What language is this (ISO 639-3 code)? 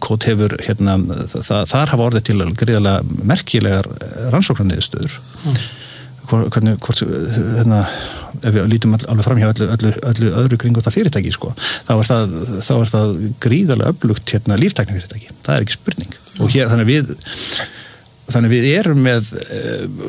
isl